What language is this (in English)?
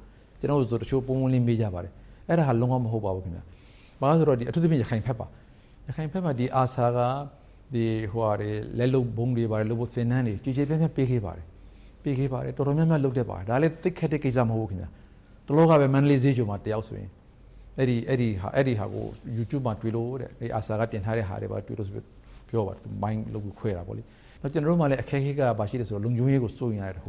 Burmese